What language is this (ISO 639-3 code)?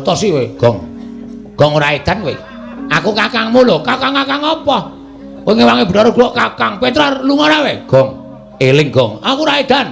jav